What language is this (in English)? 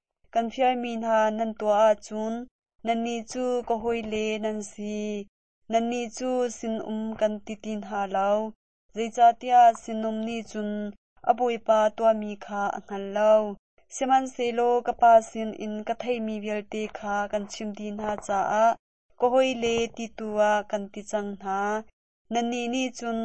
Hakha Chin